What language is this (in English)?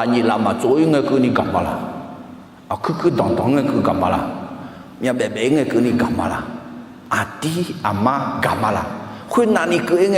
Akha